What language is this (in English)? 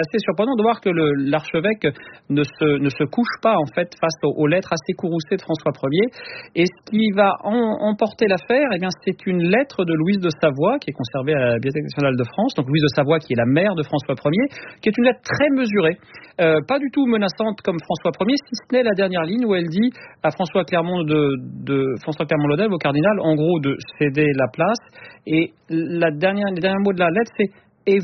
French